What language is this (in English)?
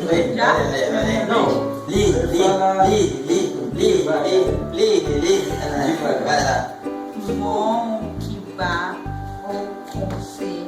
Haitian Creole